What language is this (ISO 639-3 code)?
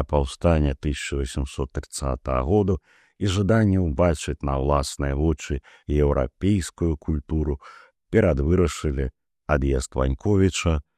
bel